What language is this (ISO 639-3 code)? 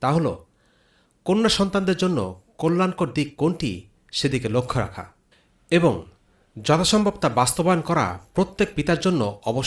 ben